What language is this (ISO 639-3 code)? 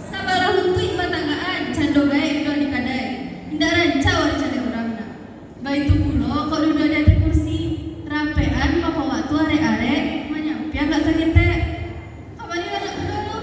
min